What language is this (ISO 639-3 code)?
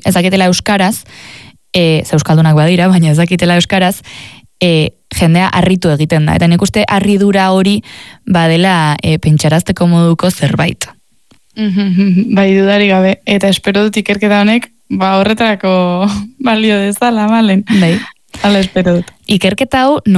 eus